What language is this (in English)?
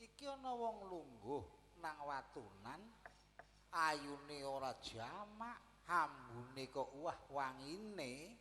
Javanese